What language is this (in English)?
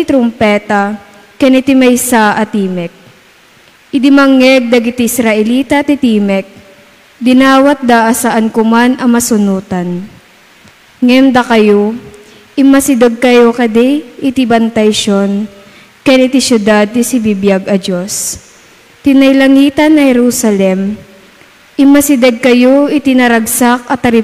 Iloko